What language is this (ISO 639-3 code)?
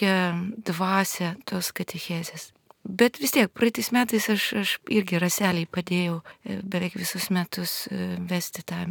lit